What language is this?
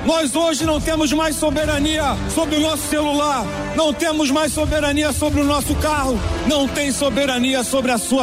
Portuguese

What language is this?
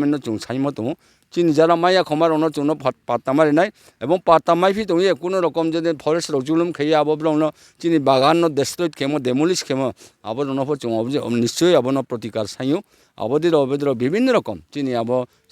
Riang (India)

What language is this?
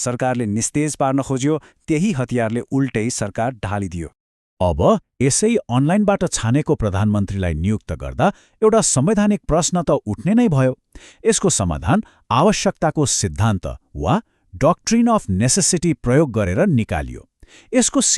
Nepali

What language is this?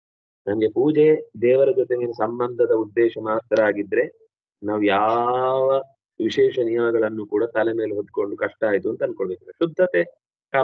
Kannada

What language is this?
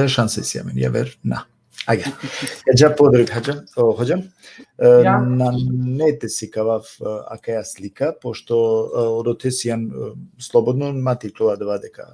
Balkan Romani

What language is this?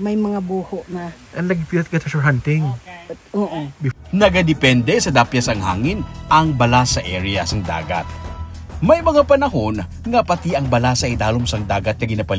Hiligaynon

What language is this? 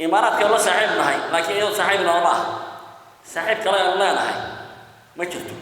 Somali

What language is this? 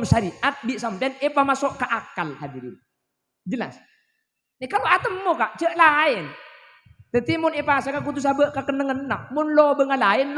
Madurese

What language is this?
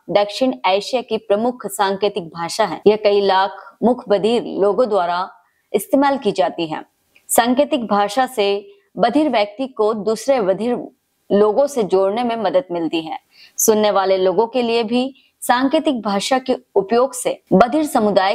Hindi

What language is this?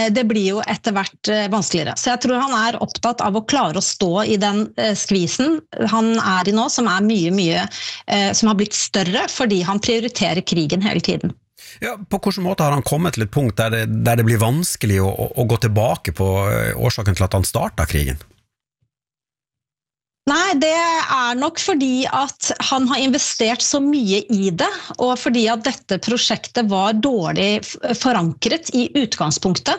Norwegian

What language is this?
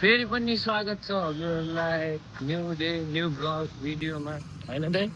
Nepali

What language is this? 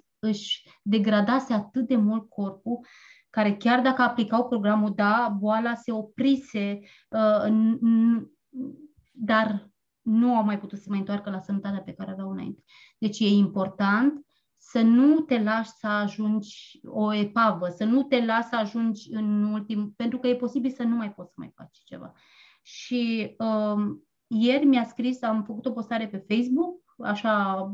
Romanian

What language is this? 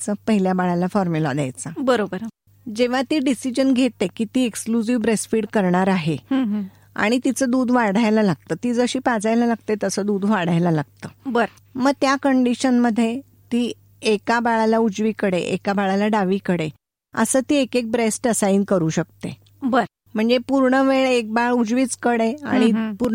Marathi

